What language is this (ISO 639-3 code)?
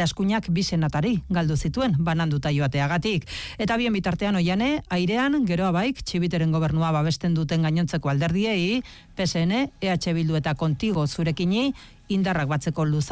eus